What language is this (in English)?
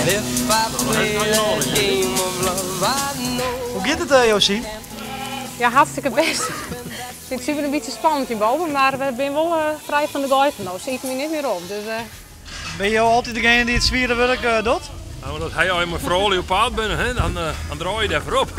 Western Frisian